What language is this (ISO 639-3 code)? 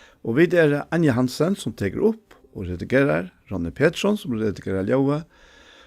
fao